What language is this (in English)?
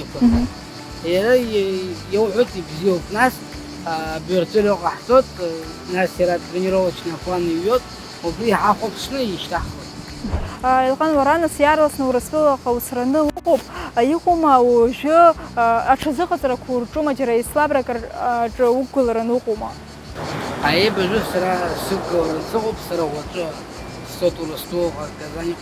Abkhazian